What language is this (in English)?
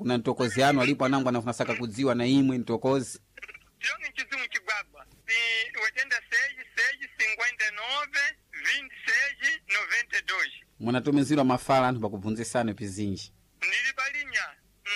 Sena